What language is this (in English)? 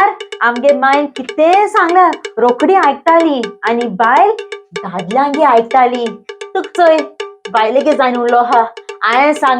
Konkani